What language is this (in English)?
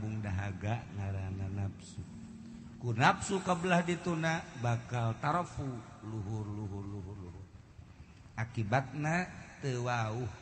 Sundanese